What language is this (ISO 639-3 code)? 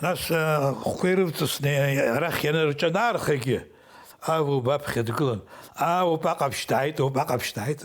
abk